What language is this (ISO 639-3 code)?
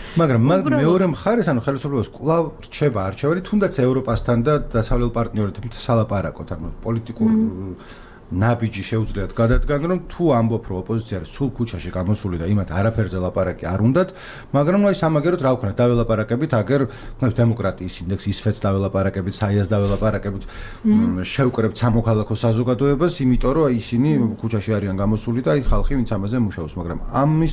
kat